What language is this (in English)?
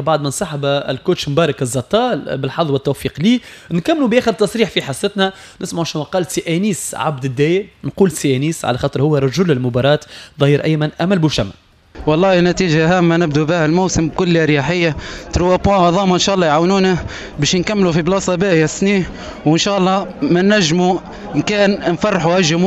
Tunisian Arabic